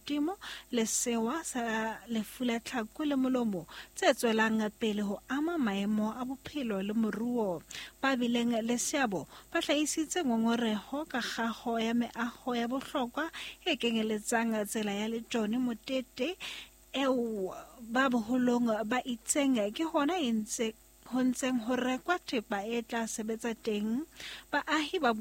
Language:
Southern Sotho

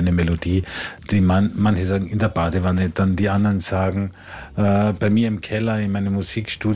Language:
German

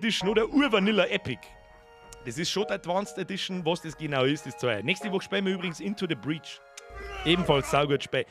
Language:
Bavarian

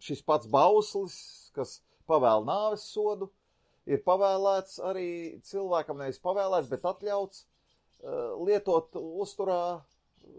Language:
Latvian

